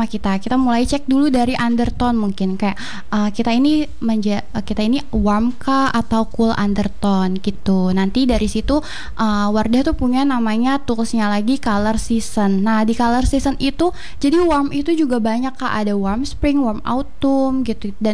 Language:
Indonesian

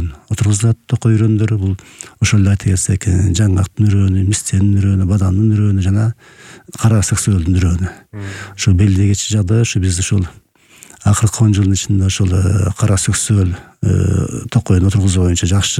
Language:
Kyrgyz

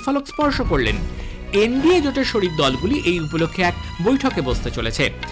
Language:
Bangla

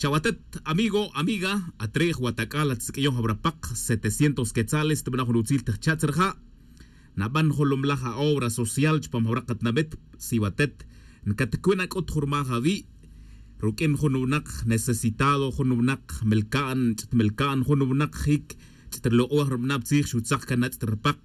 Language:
Tz'utujil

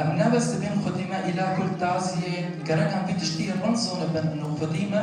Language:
Kurdish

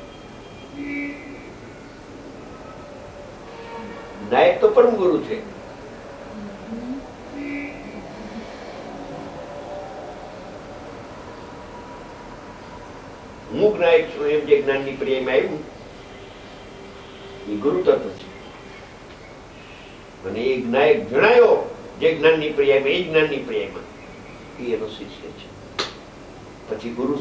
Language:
Gujarati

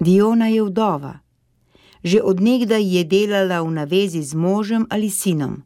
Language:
Slovenian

